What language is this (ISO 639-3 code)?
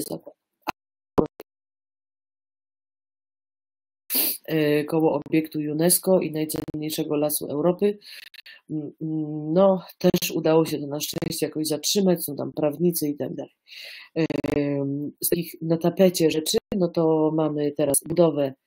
pol